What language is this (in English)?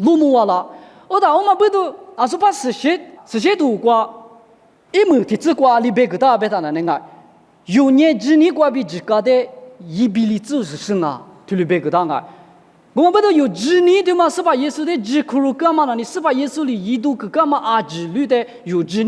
Lisu